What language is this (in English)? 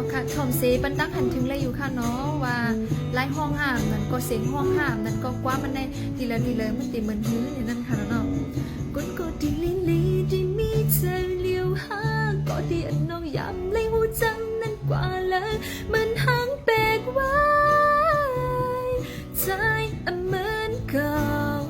Shan